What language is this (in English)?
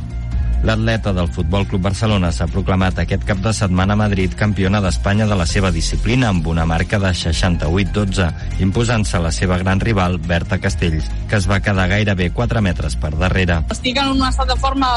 Catalan